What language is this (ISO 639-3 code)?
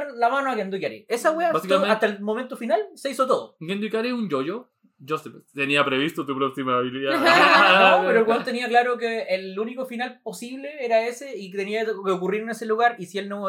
spa